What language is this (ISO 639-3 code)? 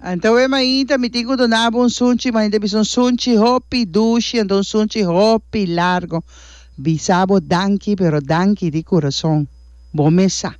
pap